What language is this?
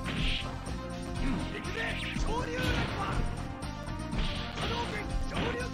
Japanese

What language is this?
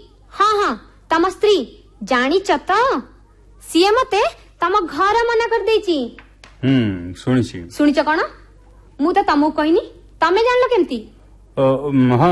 Odia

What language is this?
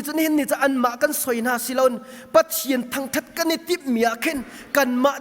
Hakha Chin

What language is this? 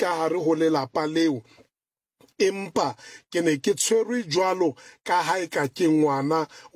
Southern Sotho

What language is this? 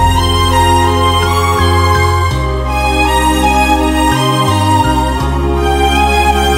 Malayalam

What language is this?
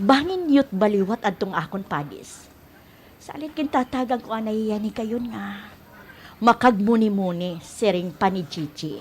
Waray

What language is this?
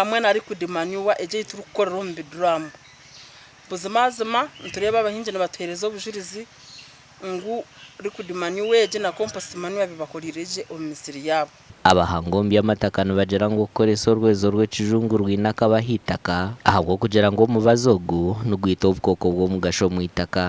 Nyankole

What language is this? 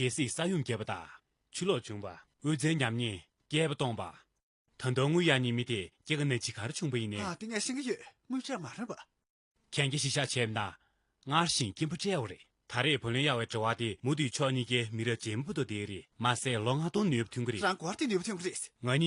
Tibetan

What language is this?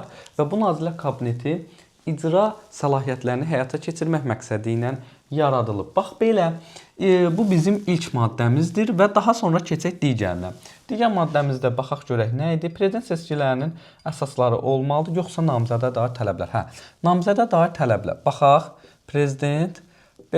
Azerbaijani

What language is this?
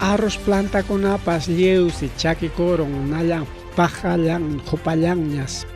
Ayacucho Quechua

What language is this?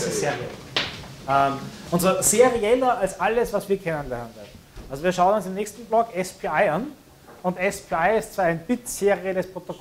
German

